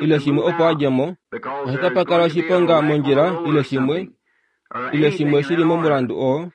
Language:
Kuanyama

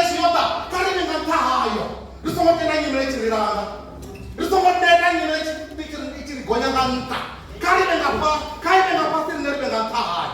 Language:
Venda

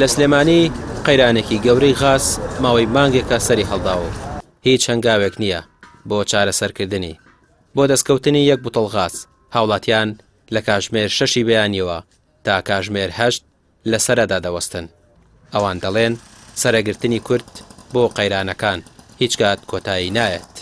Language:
Central Kurdish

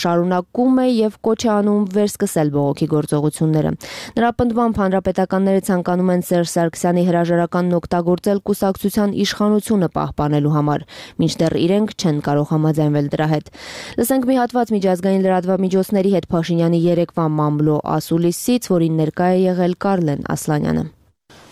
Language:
Armenian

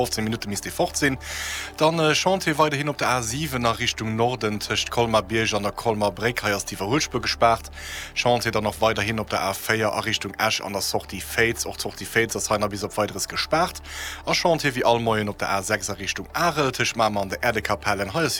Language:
Luxembourgish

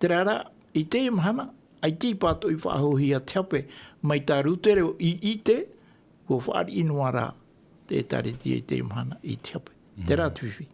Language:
Tahitian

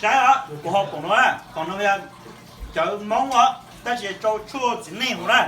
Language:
Hmong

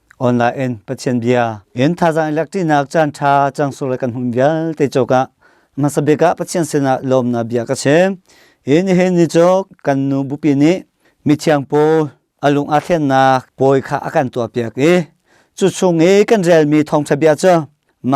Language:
Hakha Chin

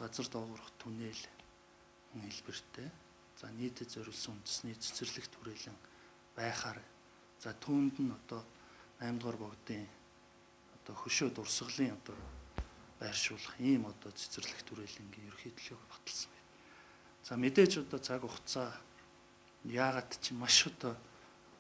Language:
Mongolian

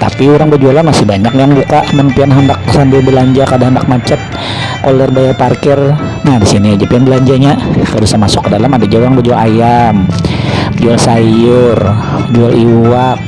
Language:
Banjar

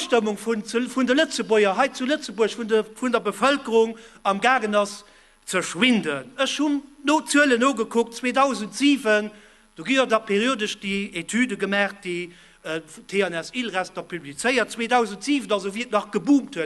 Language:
Luxembourgish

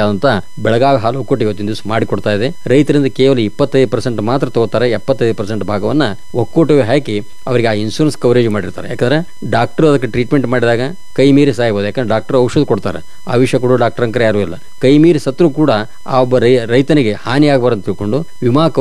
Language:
Kannada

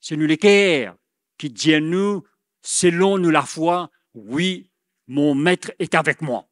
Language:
Morisyen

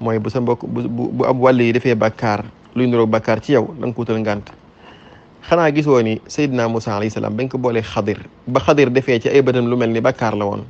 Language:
Wolof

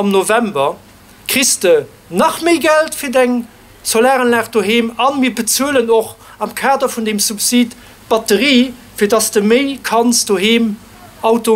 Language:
Luxembourgish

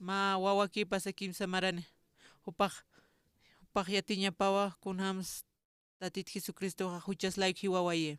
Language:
Aymara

